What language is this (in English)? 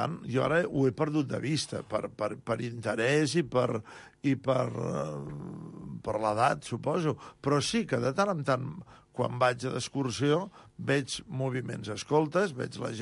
Catalan